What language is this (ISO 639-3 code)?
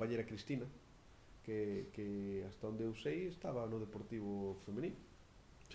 glg